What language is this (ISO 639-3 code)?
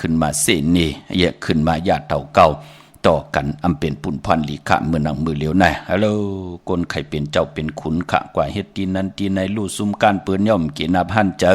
shn